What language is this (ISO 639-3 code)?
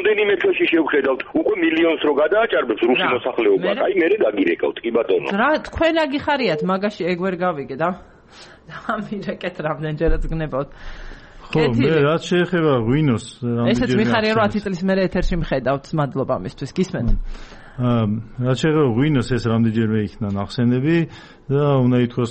kat